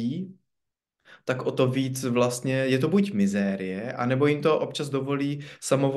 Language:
Czech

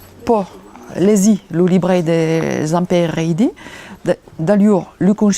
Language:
Occitan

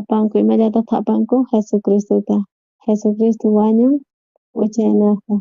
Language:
South Bolivian Quechua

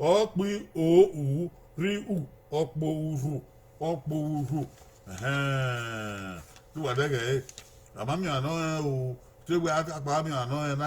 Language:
Bini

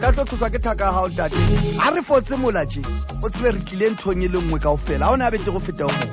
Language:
Southern Sotho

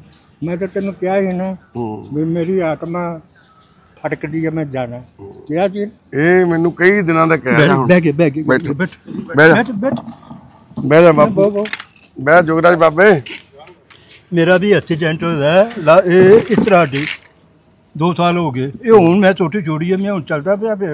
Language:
Punjabi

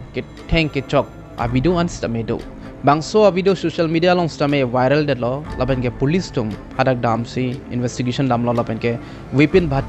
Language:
Karbi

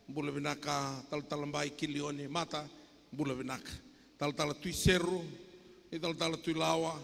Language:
Fijian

